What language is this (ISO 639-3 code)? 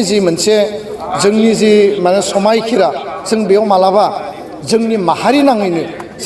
brx